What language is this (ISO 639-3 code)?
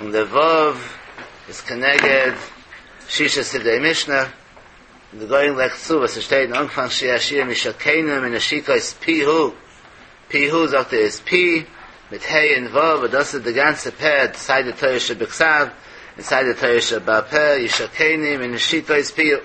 yid